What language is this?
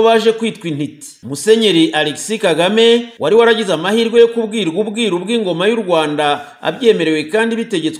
Kinyarwanda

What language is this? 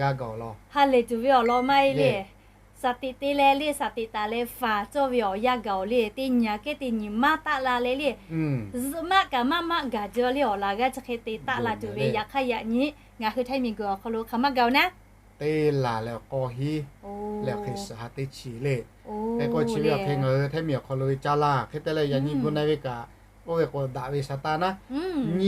Lahu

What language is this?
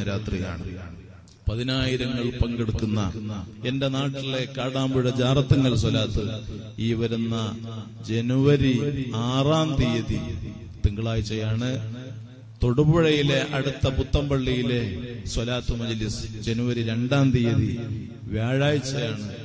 Malayalam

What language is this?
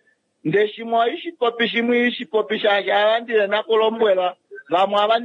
Kuanyama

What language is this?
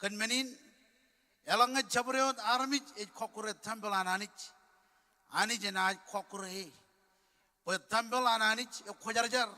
Marshallese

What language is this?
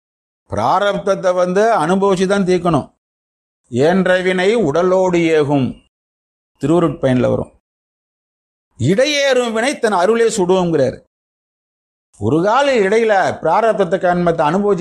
Tamil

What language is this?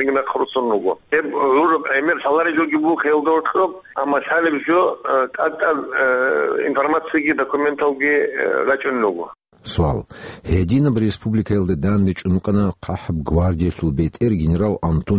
Avaric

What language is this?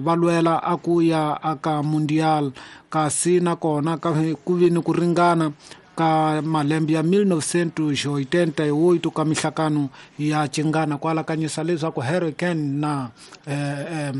Tsonga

